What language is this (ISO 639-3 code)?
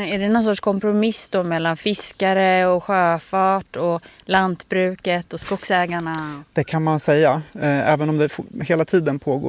swe